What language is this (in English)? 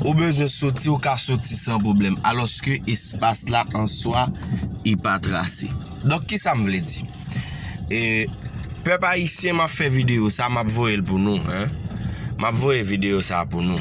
Haitian Creole